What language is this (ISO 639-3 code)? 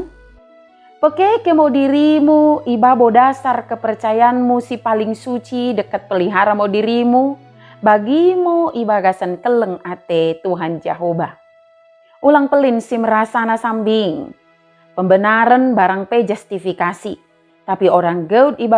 btd